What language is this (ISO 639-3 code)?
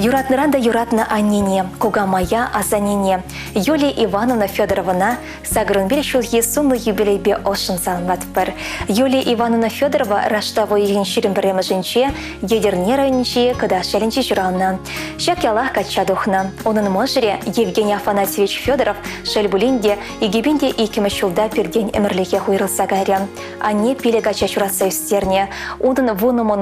chv